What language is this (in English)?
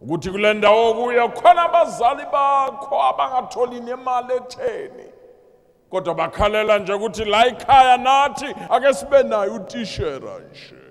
Zulu